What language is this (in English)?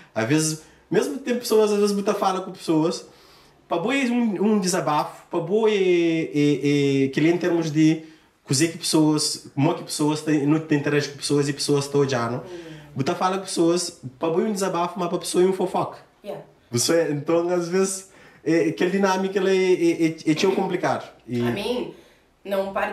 Kabuverdianu